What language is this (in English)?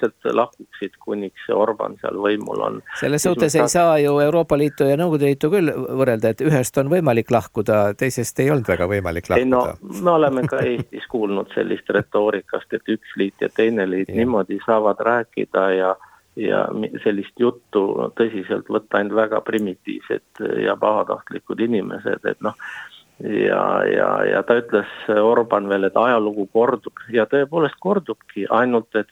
Estonian